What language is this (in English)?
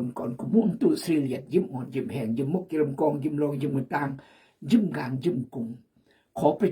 Khmu